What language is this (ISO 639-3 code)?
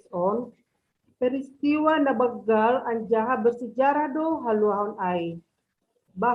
bts